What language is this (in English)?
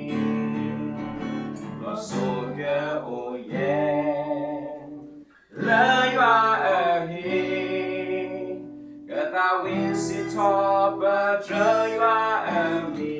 S'gaw Karen